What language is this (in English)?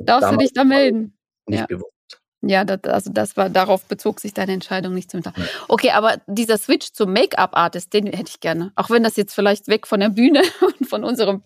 German